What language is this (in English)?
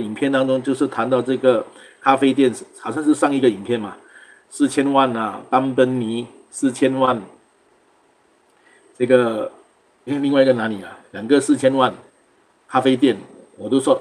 Chinese